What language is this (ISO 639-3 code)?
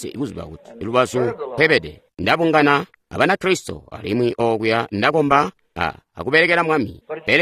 toi